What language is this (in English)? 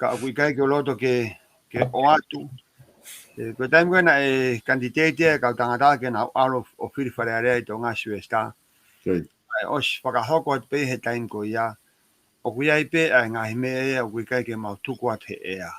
Tongan